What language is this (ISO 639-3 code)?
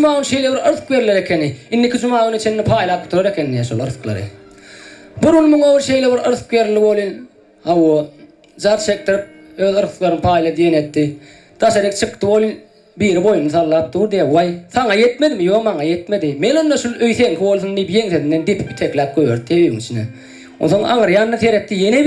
tuk